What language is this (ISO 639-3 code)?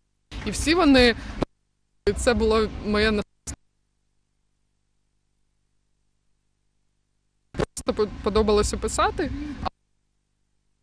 ukr